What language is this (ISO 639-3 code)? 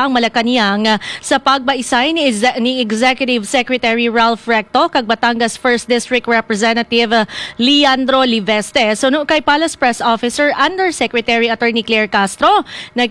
hil